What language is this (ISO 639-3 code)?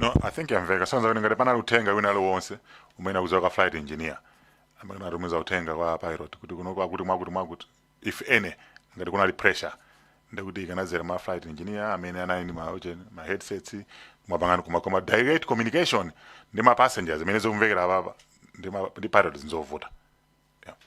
nya